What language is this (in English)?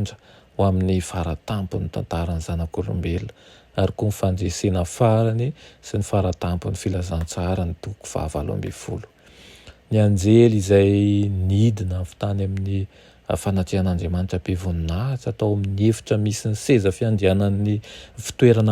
Malagasy